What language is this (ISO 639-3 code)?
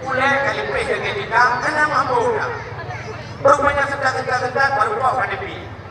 ace